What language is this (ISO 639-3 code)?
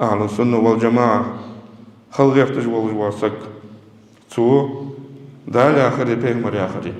inh